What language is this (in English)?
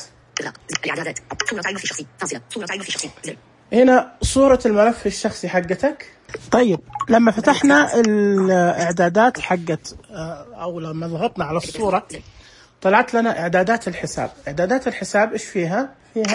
Najdi Arabic